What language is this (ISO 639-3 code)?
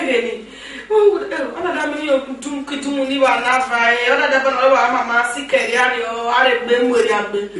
ish